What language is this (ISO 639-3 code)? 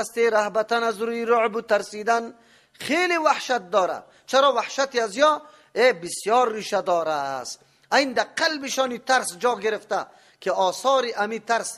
fas